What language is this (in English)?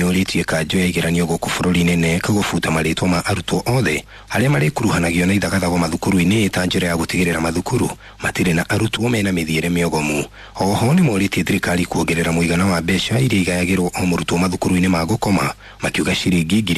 Kikuyu